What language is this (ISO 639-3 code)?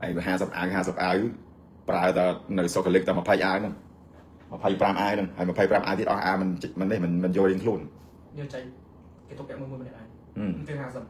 khm